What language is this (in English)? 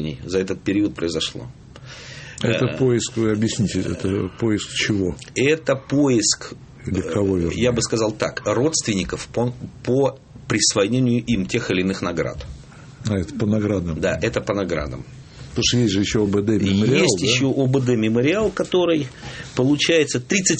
Russian